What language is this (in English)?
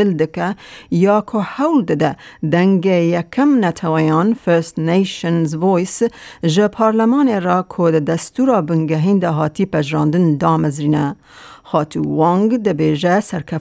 Kurdish